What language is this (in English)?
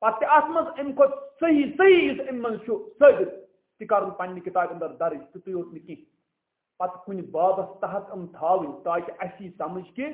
Kashmiri